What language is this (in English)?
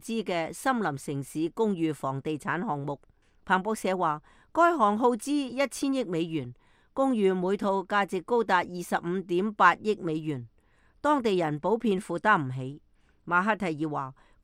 Cantonese